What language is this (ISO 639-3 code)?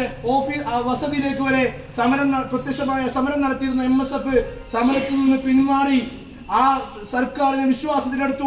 mal